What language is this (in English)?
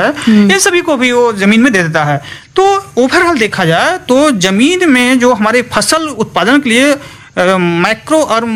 Hindi